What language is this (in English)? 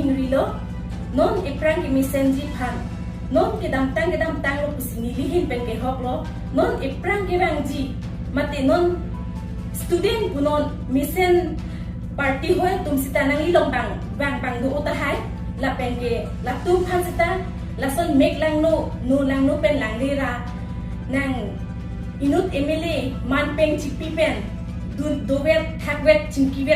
Karbi